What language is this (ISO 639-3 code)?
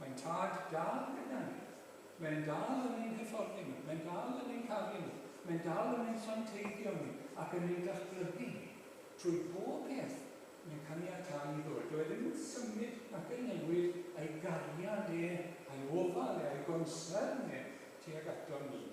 cym